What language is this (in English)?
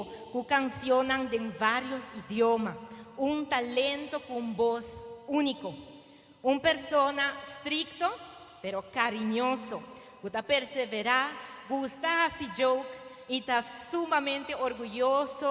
Papiamento